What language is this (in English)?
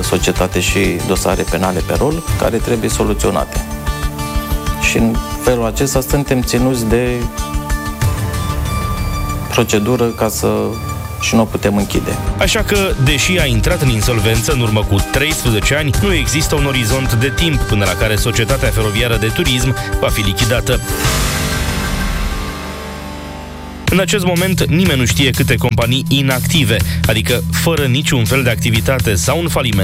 Romanian